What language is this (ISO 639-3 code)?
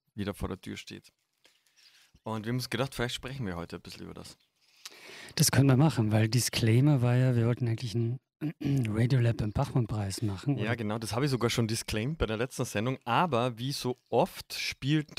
deu